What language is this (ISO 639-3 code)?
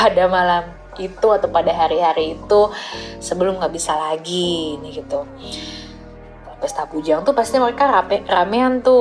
ind